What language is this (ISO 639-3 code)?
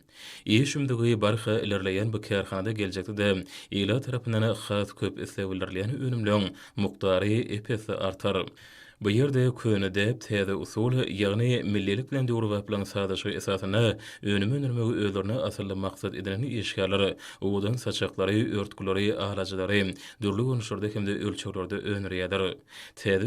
tuk